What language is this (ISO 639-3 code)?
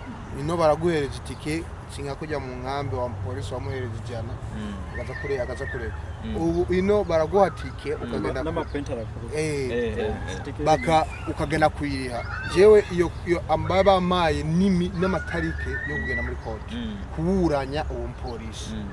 run